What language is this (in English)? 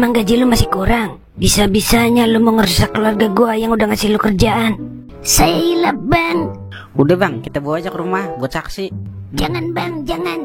Betawi